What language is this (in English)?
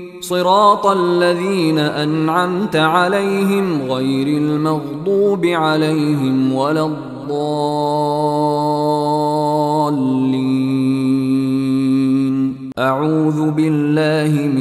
Arabic